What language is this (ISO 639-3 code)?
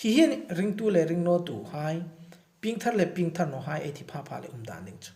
hmr